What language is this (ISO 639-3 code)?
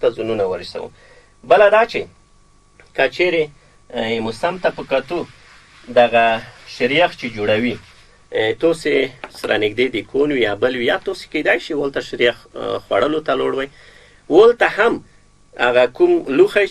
pus